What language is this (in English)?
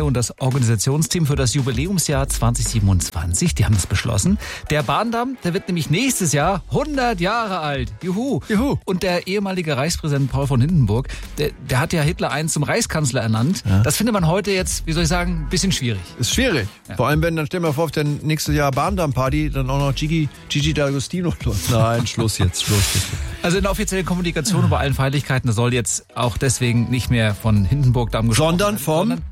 German